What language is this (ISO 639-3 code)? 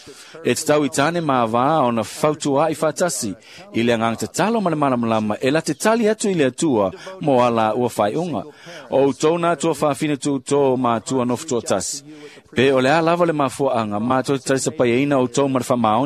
smo